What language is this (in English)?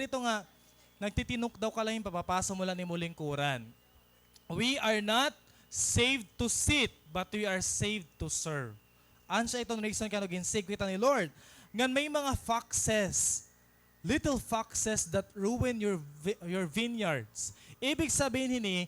Waray